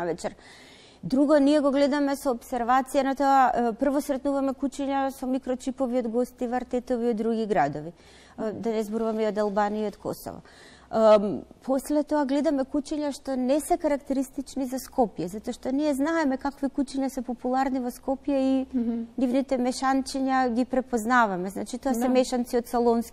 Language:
Macedonian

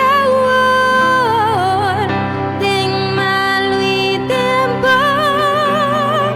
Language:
Papiamento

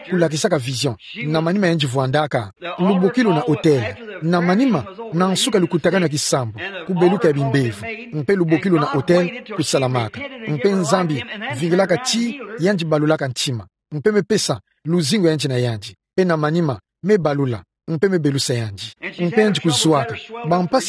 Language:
Kituba (Democratic Republic of Congo)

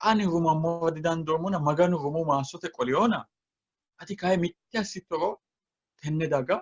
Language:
Sidamo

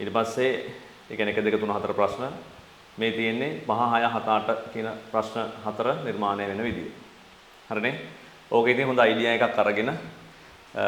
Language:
Sinhala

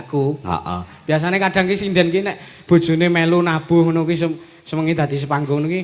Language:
Javanese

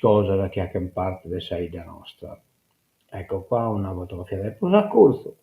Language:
Sardinian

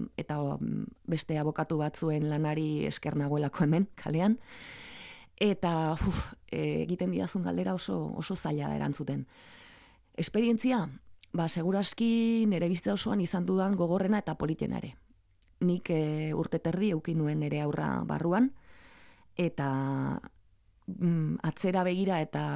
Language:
Basque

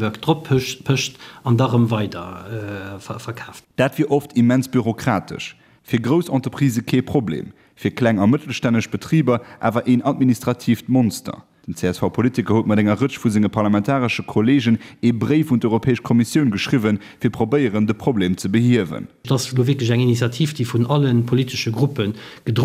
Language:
Luxembourgish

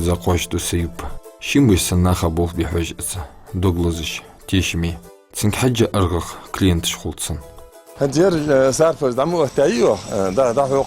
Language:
Ingush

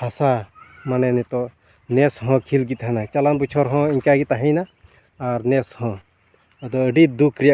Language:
Santali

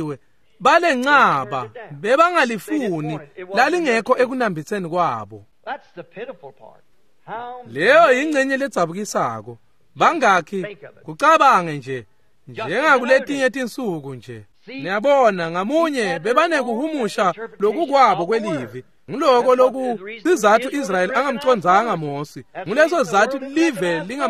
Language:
Swati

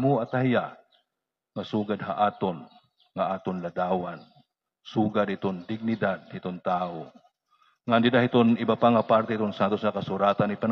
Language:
Waray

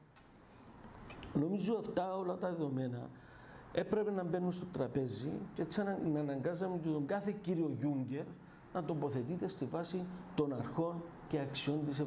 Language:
Greek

